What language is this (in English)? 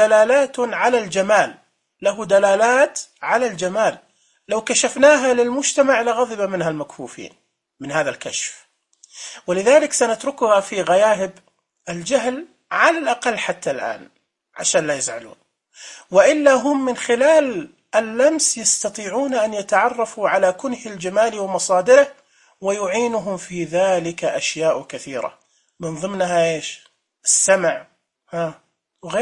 Najdi Arabic